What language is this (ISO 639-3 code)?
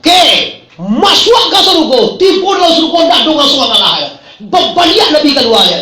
min